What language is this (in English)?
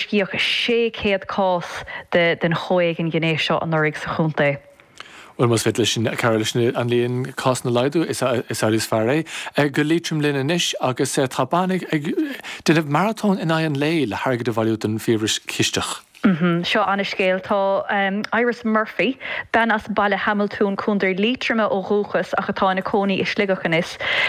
Irish